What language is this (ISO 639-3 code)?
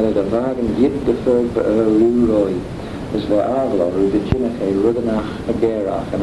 glv